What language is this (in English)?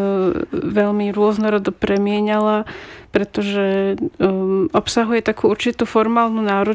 Slovak